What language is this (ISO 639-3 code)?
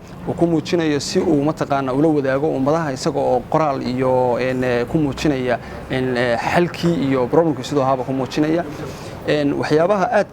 som